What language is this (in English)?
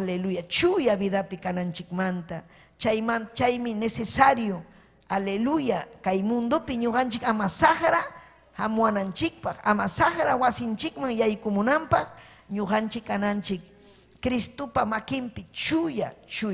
Ayacucho Quechua